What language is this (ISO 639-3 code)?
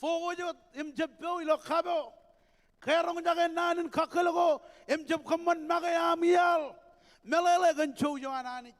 mah